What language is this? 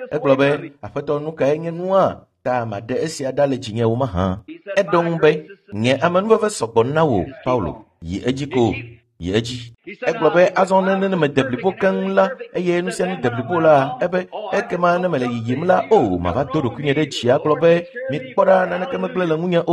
Ewe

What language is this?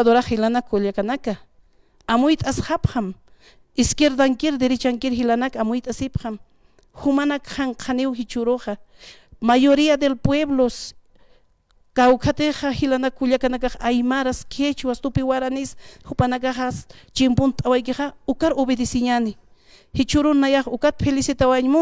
Aymara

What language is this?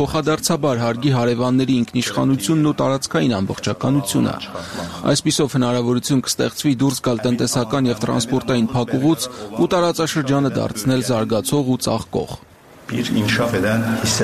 Armenian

